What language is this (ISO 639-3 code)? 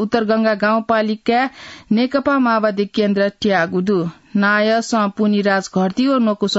new